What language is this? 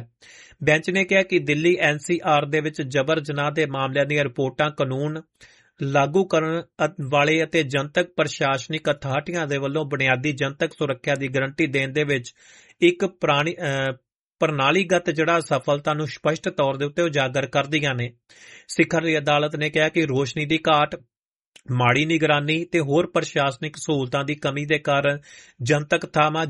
Punjabi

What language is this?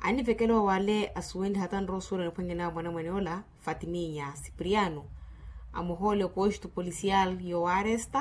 Makhuwa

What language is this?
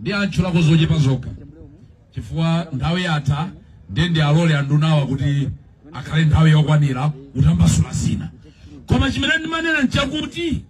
Nyanja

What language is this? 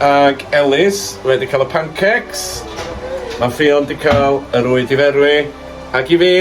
Welsh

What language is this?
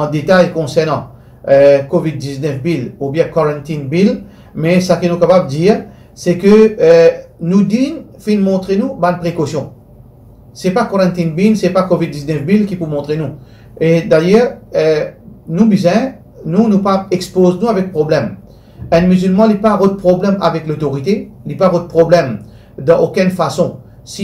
Morisyen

